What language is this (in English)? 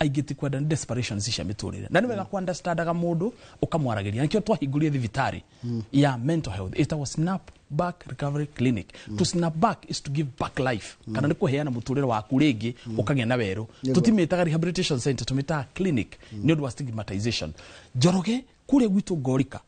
Kikuyu